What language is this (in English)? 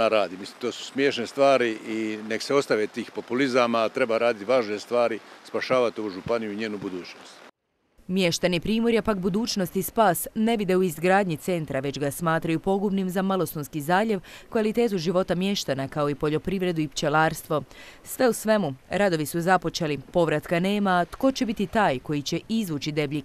Croatian